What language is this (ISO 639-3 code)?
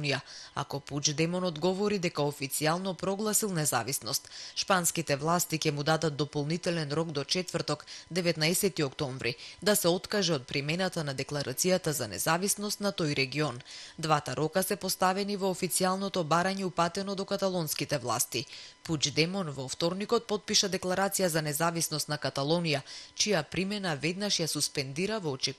mkd